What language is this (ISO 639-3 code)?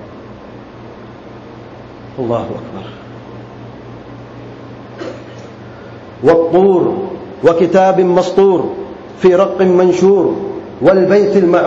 urd